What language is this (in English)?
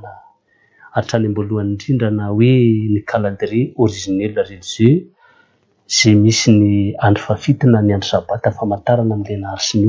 Malagasy